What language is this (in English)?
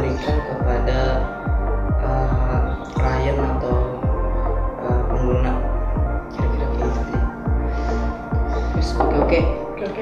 Indonesian